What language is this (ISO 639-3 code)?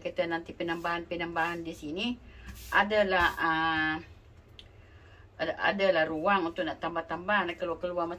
msa